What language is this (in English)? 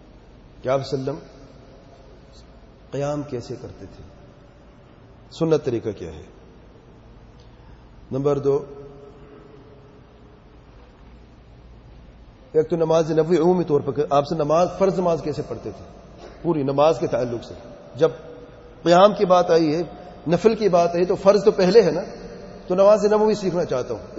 Urdu